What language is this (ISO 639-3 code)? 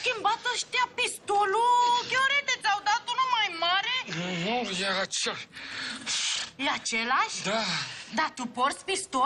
ron